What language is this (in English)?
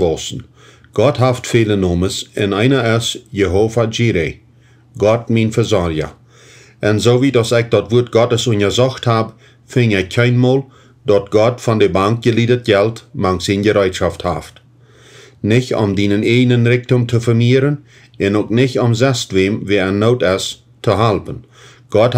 Plautdietsch